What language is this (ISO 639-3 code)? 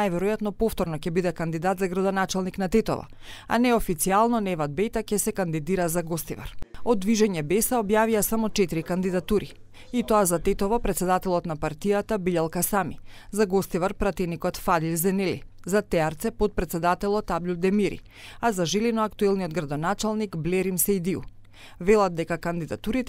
mkd